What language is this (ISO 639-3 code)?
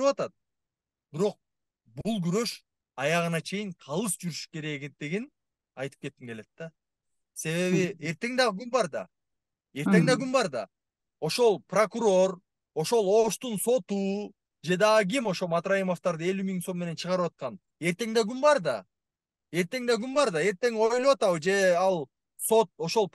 kir